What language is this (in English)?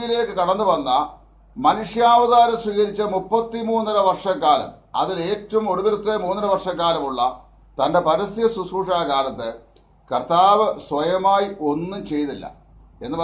Malayalam